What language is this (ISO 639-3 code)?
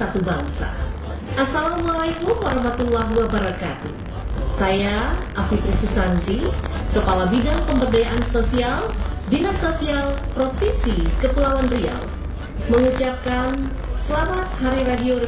ind